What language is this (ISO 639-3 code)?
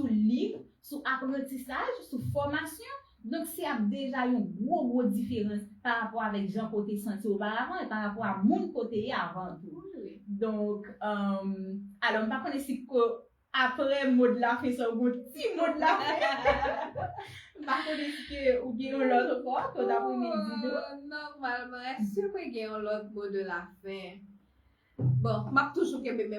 hat